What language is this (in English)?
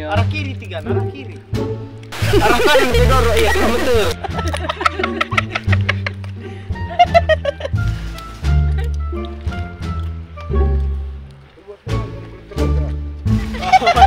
Indonesian